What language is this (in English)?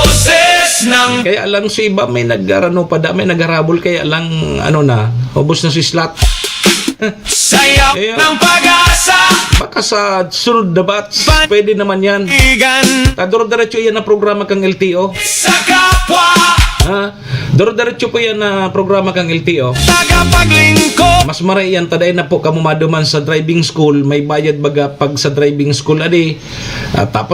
Bikol